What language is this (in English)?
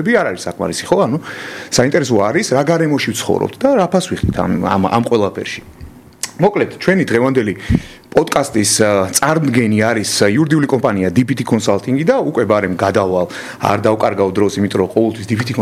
Georgian